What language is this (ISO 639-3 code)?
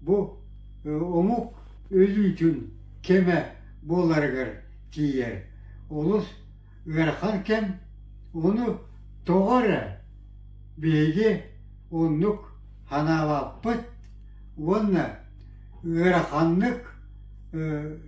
sah